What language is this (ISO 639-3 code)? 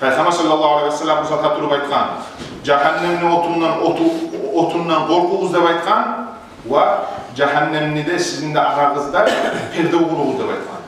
kum